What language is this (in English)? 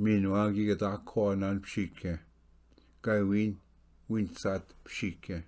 Ojibwa